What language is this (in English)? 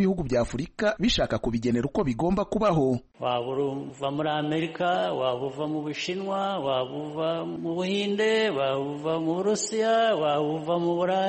Kinyarwanda